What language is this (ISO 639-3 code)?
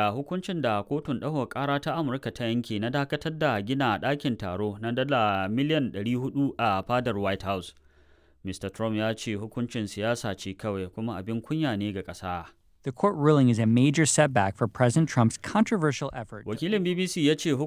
hau